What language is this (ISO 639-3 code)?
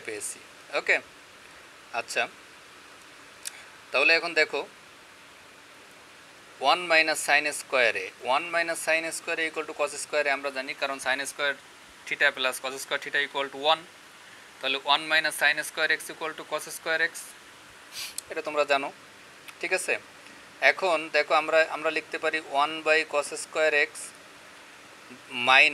ben